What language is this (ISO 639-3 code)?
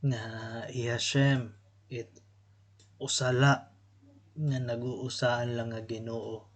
war